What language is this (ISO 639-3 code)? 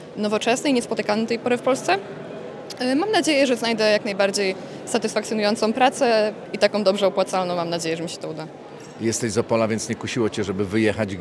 pol